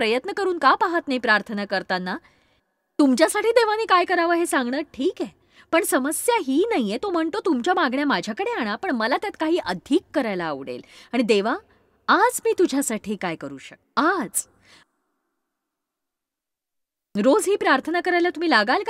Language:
Marathi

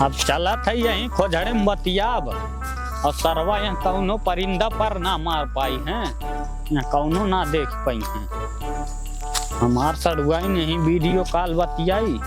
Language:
Awadhi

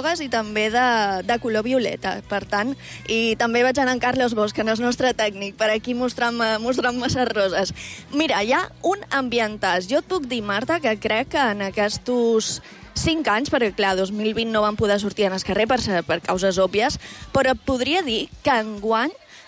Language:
Catalan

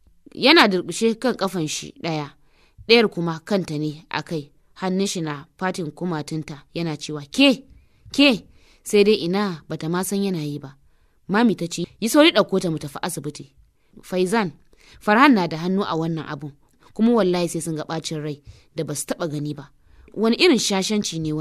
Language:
Hausa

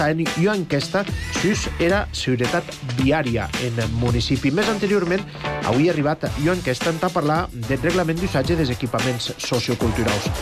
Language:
Catalan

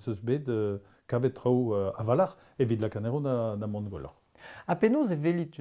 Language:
Breton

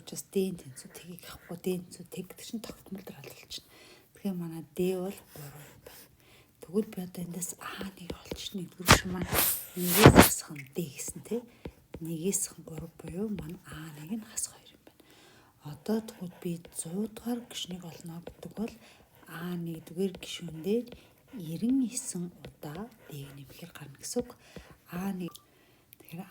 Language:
Mongolian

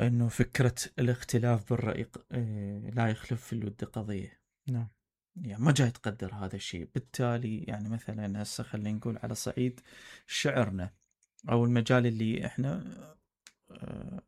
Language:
Mesopotamian Arabic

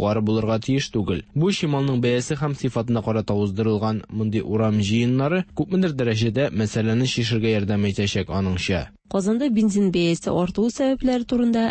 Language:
Tatar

